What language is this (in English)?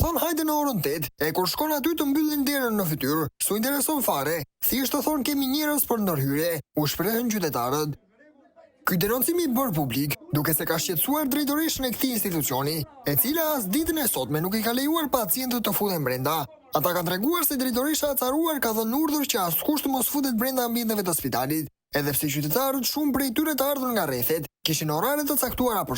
Albanian